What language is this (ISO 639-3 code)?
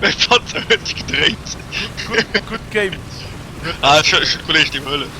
ltz